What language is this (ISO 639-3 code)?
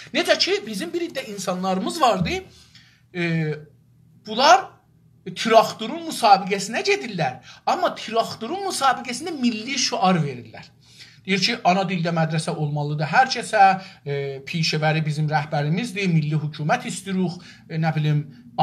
azb